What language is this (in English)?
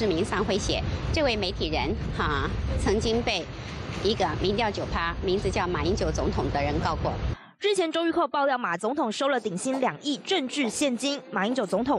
Chinese